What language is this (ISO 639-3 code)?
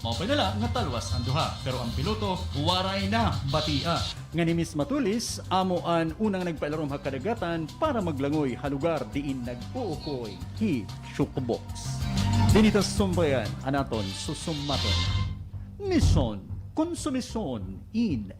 war